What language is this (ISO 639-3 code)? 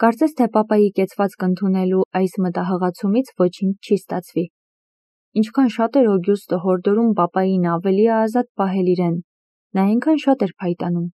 hye